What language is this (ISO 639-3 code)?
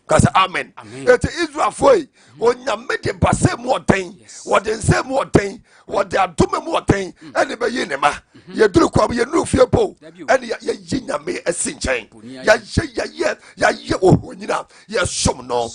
aka